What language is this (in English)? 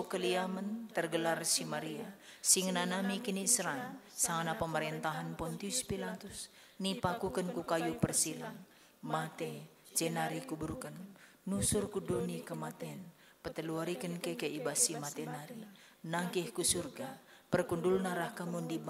Batak Karo